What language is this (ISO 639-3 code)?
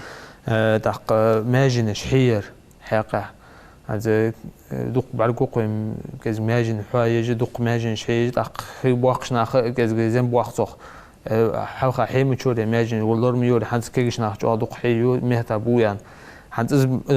inh